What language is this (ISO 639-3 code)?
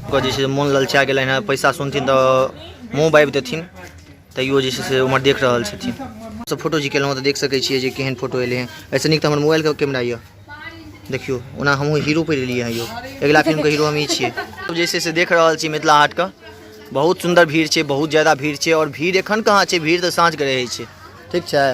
mai